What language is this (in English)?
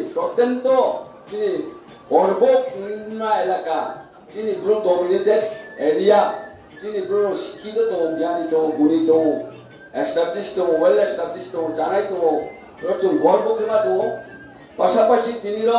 Riang (India)